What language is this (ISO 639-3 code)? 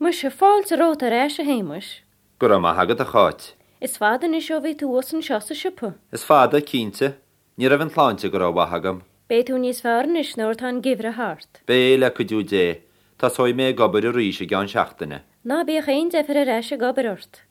gle